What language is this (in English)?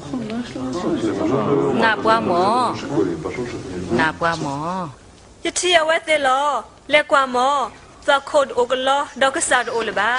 S'gaw Karen